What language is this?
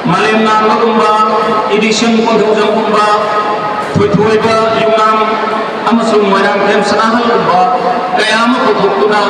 Manipuri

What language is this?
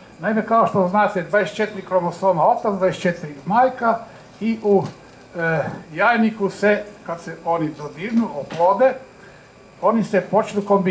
Croatian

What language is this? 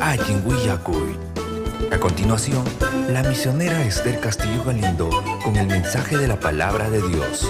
Ayacucho Quechua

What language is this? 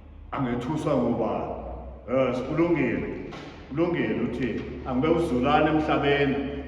Zulu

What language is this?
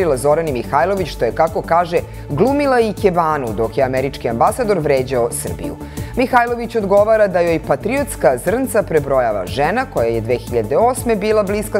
Serbian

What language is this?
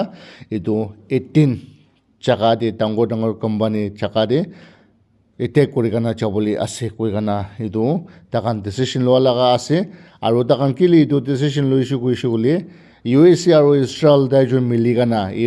Naga Pidgin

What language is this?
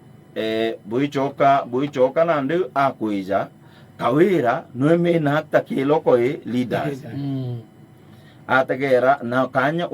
Meru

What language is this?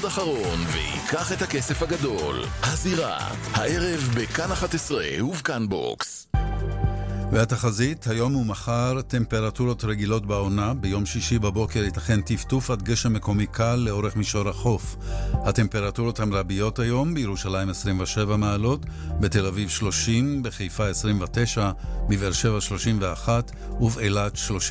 Hebrew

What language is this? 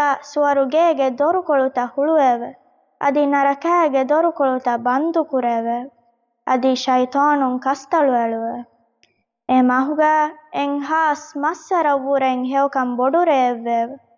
Divehi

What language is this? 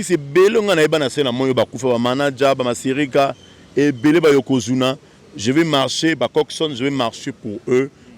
Lingala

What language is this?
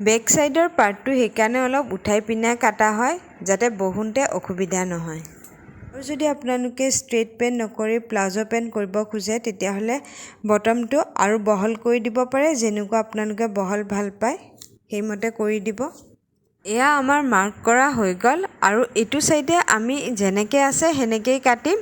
Assamese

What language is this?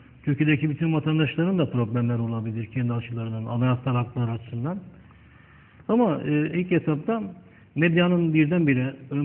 Turkish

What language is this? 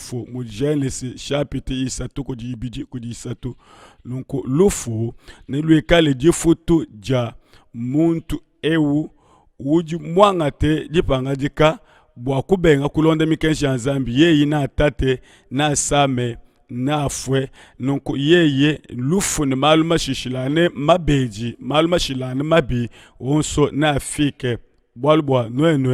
Luba-Lulua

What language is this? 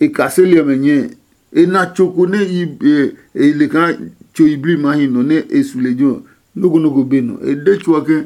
Adangme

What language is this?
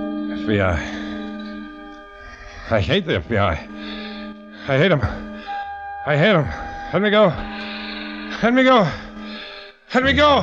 English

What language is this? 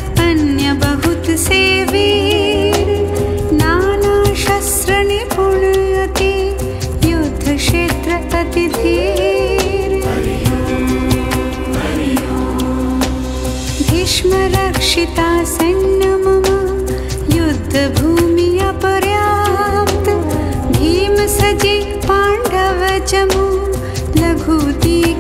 Hindi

